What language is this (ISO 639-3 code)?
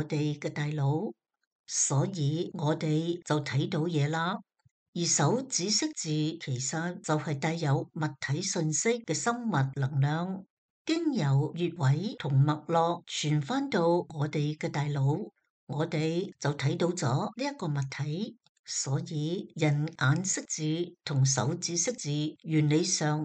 yue